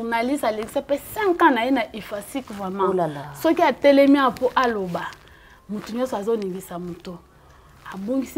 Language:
Lingala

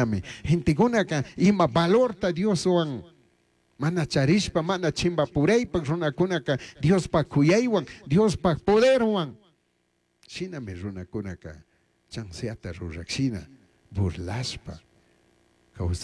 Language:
Chimborazo Highland Quichua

